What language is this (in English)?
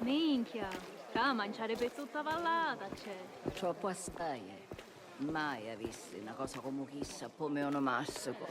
Sicilian